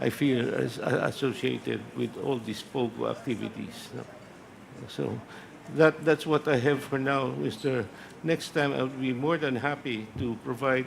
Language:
Hiligaynon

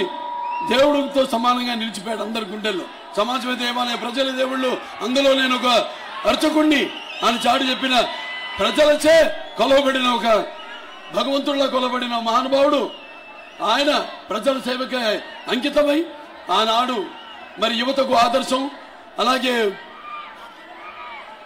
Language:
Telugu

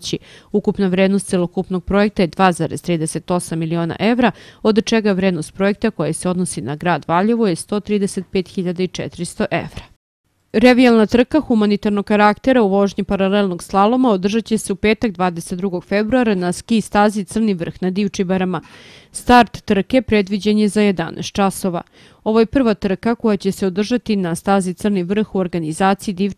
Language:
Serbian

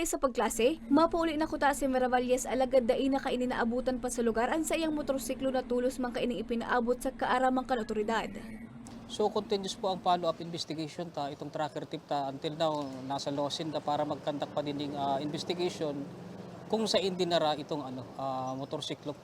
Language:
Bikol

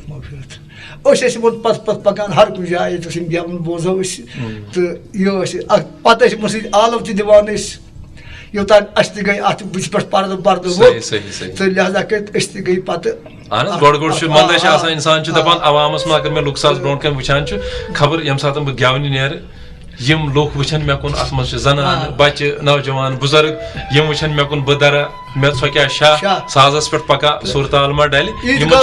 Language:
Kashmiri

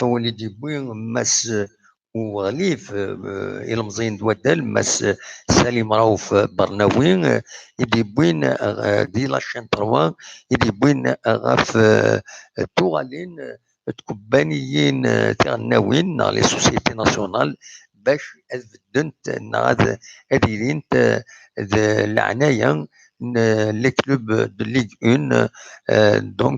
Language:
Kabyle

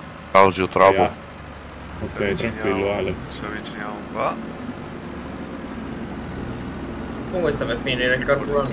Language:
Italian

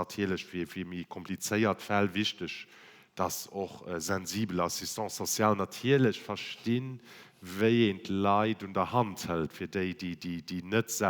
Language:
Luxembourgish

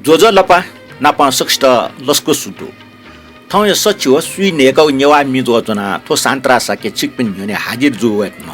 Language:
Newari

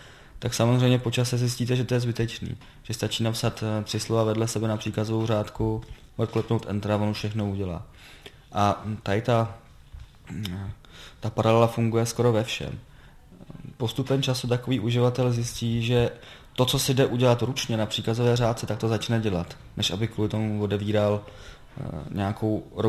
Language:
Czech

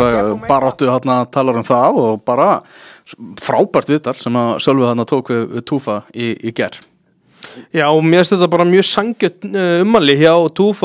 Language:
Icelandic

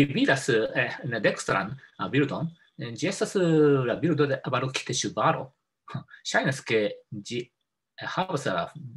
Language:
Esperanto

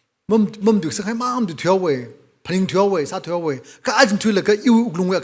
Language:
Tangkhul Naga (India)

